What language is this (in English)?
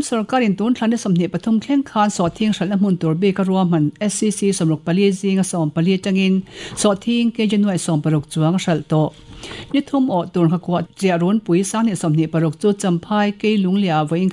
Mizo